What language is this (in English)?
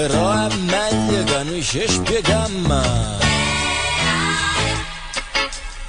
Italian